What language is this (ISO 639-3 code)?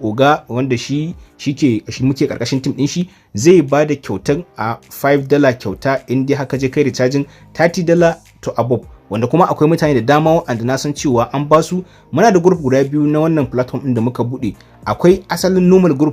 hau